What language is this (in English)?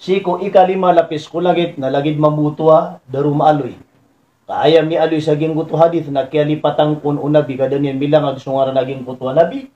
Maranao